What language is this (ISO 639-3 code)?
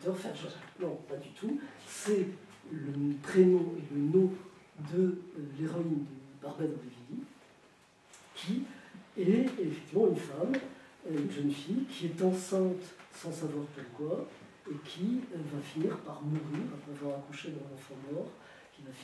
fra